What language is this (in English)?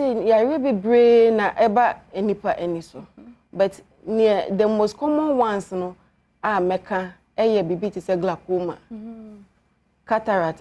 Akan